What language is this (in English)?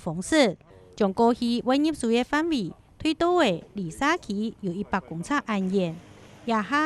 Hakka Chinese